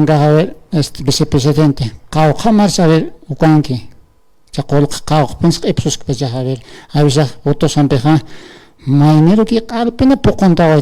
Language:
Aymara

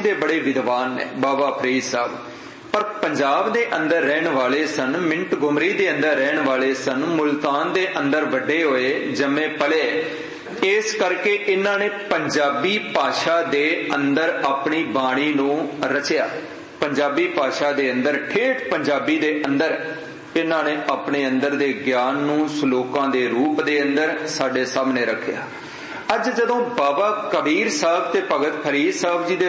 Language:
Punjabi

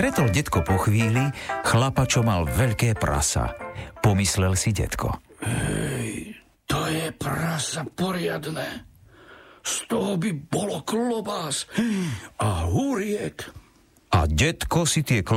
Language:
Slovak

